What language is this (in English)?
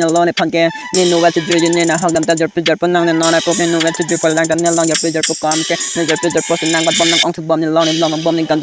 Karbi